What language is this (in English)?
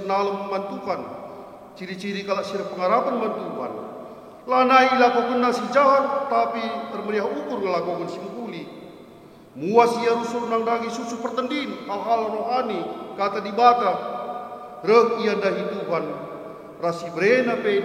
Batak Karo